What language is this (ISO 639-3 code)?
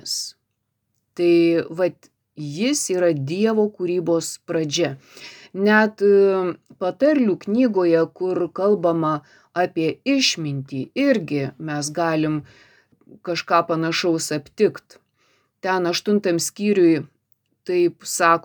lit